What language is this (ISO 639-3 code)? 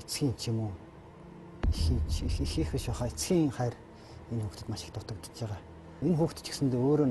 mon